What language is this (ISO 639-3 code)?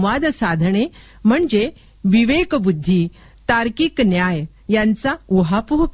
mar